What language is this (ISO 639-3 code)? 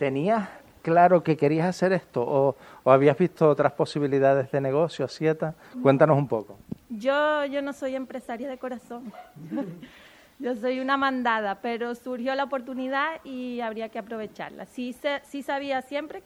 spa